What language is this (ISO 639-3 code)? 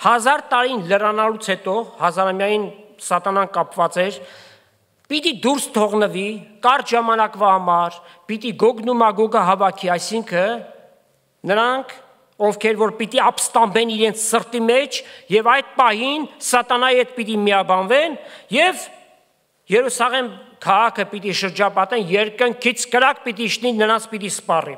hye